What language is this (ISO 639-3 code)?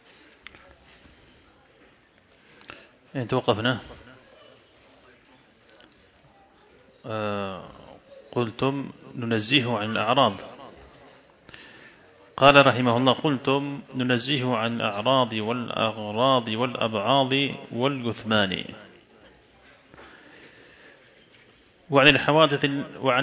ara